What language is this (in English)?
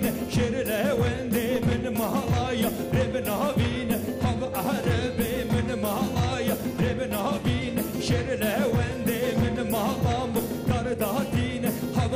Kurdish